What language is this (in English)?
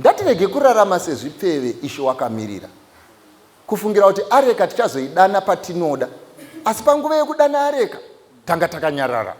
Shona